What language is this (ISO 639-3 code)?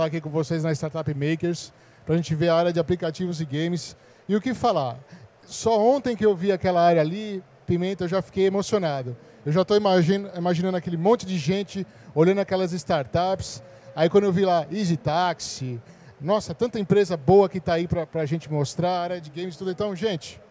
por